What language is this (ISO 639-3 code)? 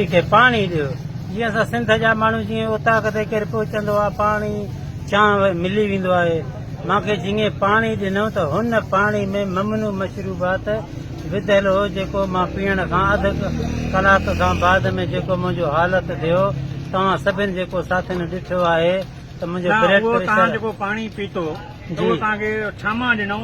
snd